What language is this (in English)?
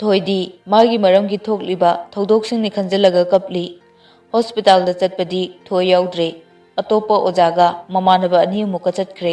Manipuri